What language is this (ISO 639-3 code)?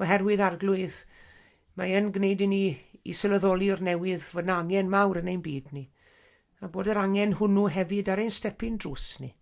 cym